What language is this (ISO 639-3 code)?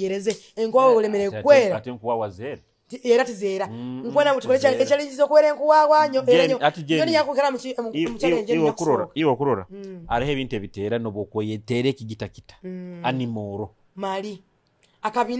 nyo